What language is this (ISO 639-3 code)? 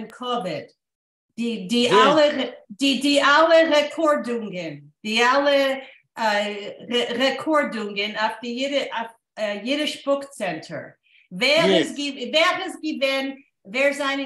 yid